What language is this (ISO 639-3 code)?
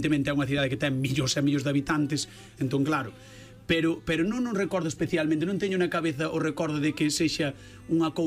glg